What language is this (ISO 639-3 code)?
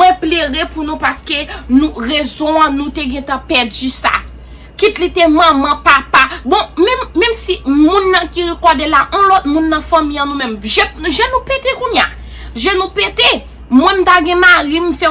hat